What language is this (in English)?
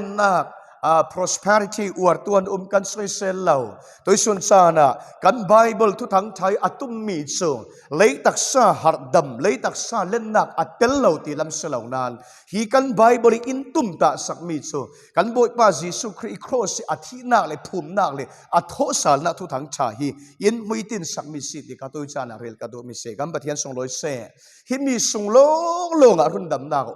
Falam Chin